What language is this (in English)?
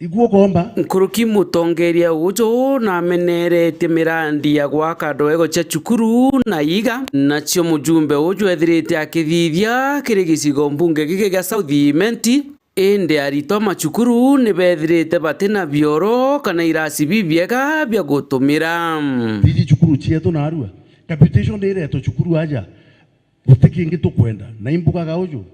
Meru